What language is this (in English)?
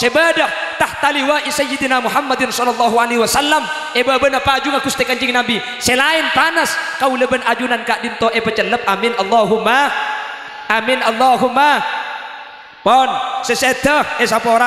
Madurese